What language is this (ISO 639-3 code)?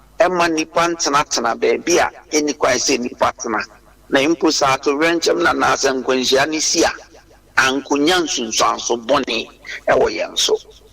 aka